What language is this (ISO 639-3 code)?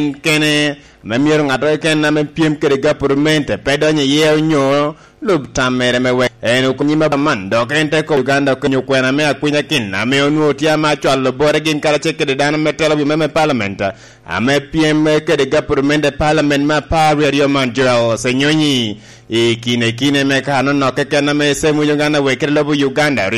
laj